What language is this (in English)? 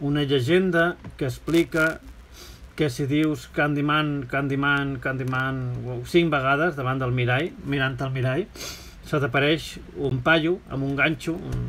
Catalan